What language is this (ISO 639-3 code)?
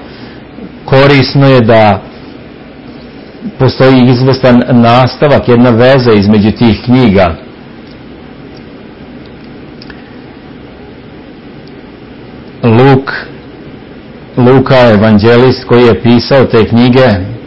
srp